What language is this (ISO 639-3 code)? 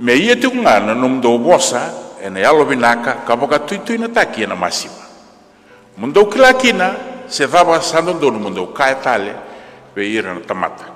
fij